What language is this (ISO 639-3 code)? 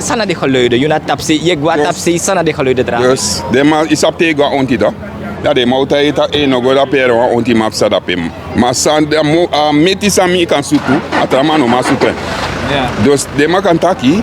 srn